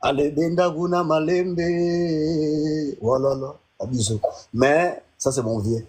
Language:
Lingala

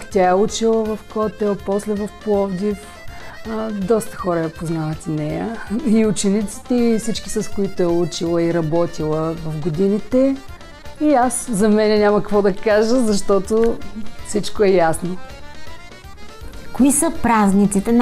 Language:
Bulgarian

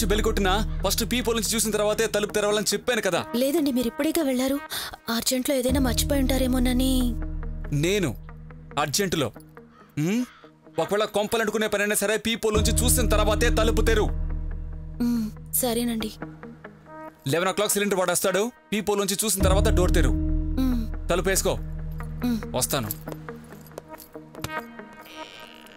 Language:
Telugu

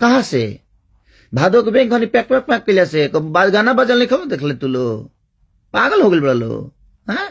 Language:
Bhojpuri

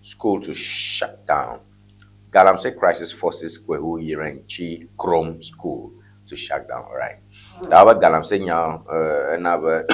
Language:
Ewe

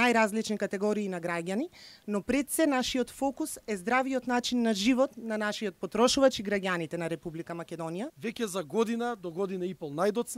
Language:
Macedonian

